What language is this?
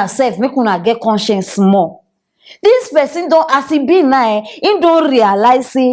Nigerian Pidgin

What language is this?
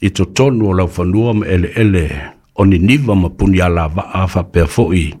Samoan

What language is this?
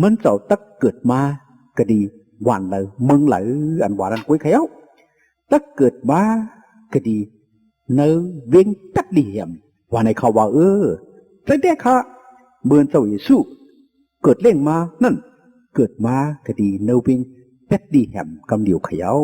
Shan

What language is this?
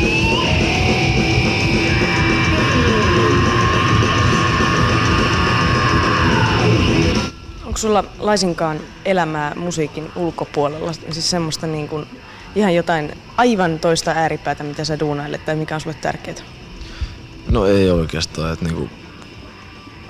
Finnish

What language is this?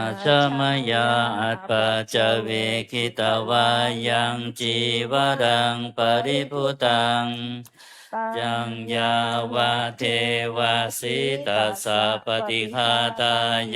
Pali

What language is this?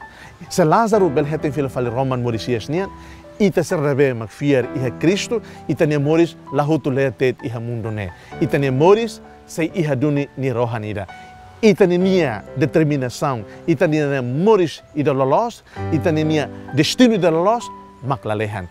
Tetum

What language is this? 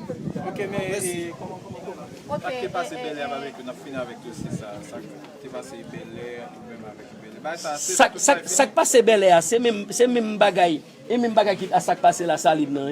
Haitian Creole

